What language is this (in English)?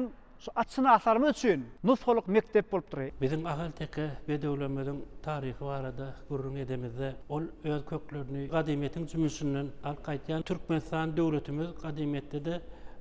Turkmen